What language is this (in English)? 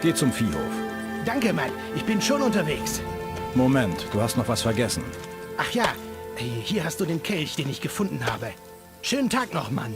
Bavarian